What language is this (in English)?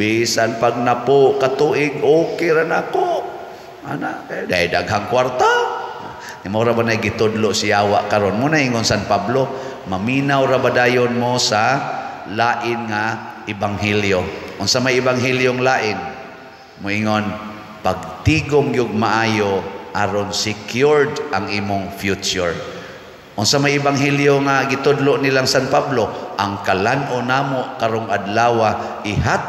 Cebuano